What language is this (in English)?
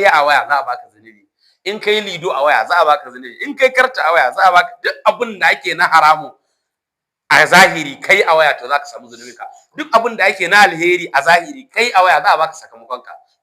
Hausa